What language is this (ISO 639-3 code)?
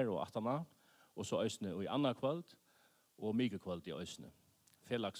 fao